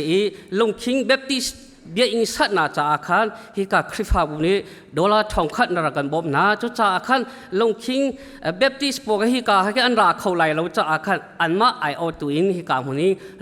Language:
Hakha Chin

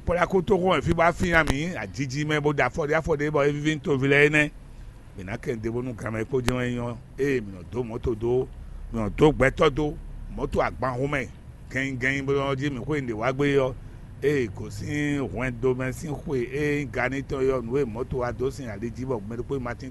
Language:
Fon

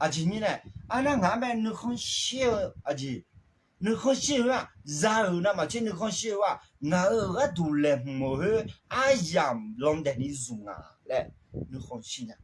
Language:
Akha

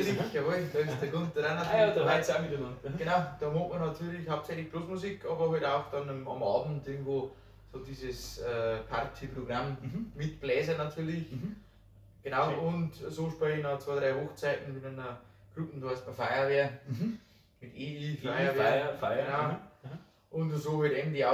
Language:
Bavarian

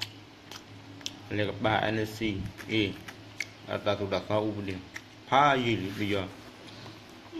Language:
S'gaw Karen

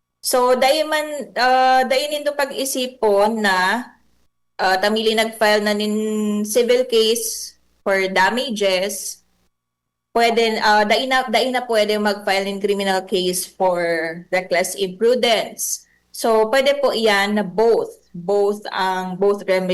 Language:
Bikol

